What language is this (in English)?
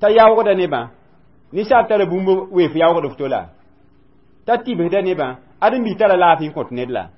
Mossi